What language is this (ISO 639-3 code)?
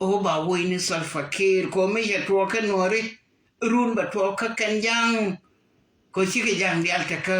nus